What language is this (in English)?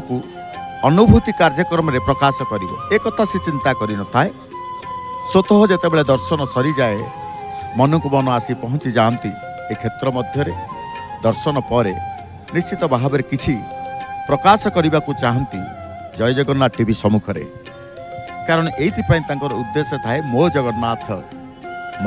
Odia